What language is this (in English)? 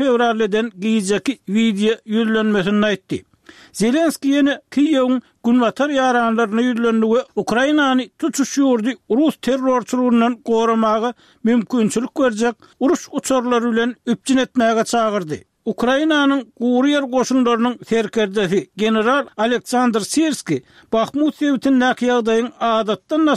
Turkmen